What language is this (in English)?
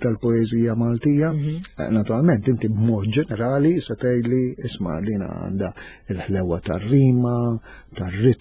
Maltese